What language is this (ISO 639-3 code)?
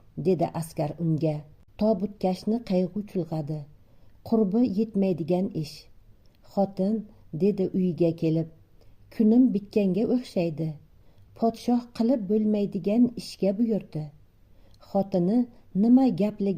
uzb